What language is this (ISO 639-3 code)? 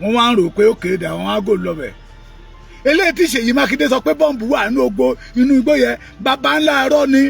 yor